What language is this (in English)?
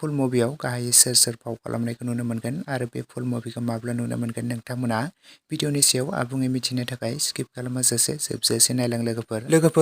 Bodo